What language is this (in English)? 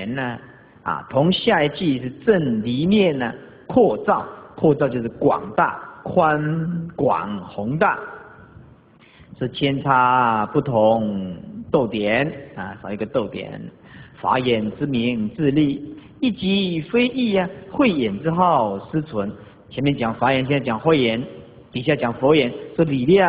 Chinese